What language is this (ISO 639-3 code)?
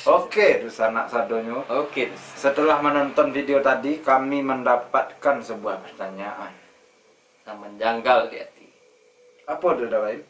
min